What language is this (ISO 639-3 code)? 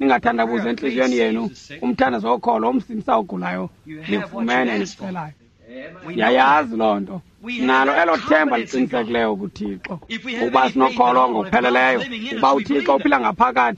xho